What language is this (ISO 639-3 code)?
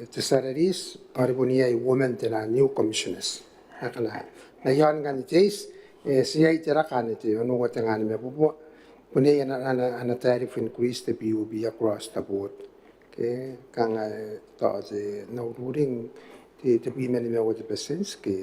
gil